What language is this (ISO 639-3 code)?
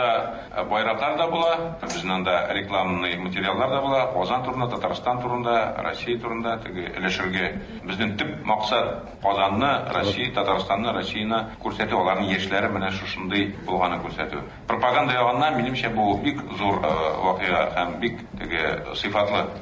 tat